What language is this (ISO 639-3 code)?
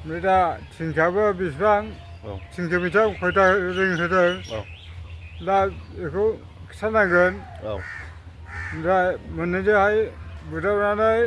brx